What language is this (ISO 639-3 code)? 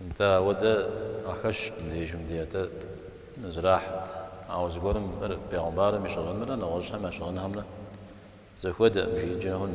kbd